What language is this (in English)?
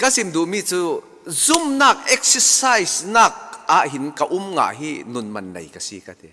Falam Chin